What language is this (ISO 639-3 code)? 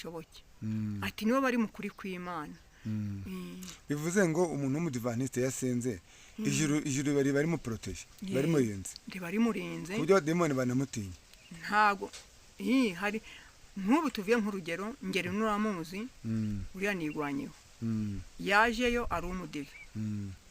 kin